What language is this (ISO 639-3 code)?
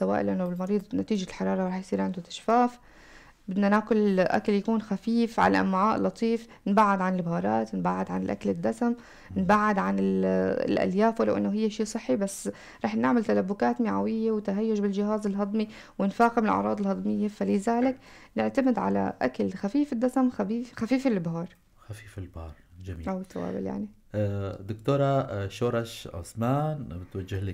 apc